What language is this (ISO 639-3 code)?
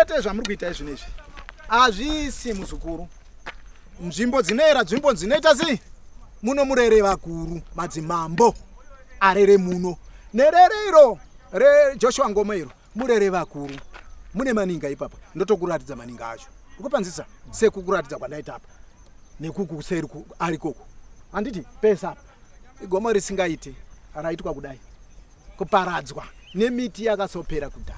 sna